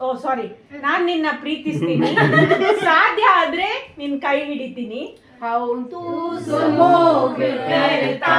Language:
Konkani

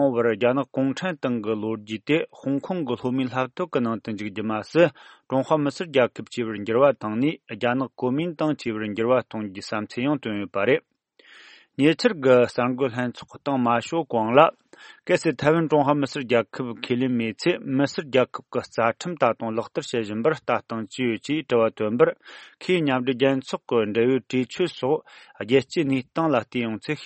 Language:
Tibetan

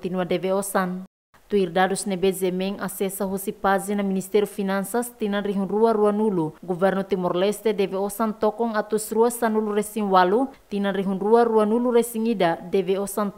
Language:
Tetum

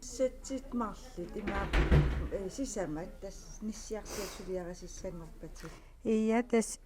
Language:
Kalaallisut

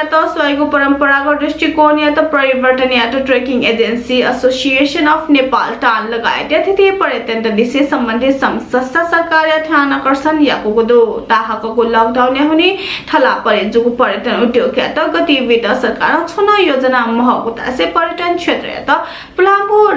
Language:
Newari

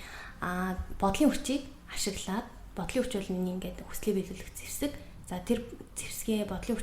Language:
Mongolian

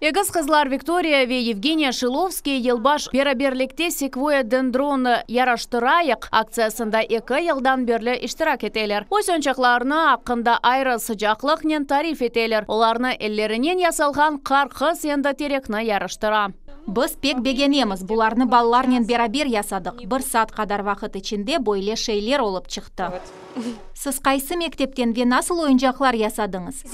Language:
Crimean Tatar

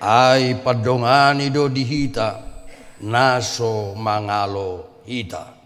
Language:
Batak Toba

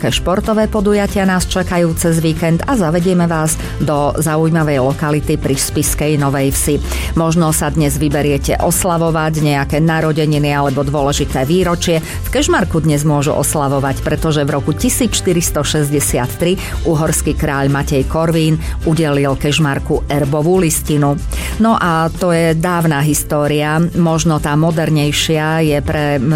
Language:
Slovak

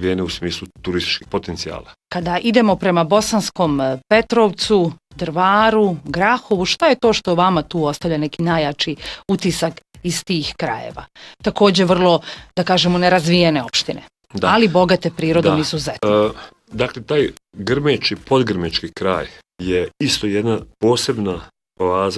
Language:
Bosnian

